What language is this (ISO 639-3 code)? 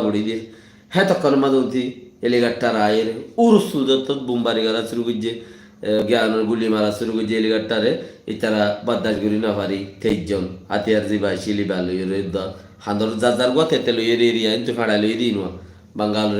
rhg